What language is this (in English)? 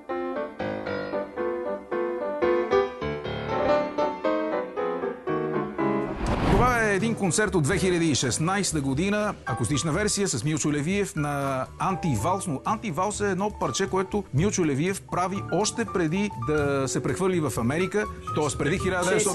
Bulgarian